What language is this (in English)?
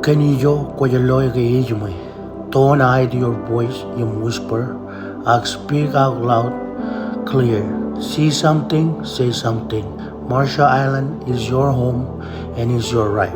Marshallese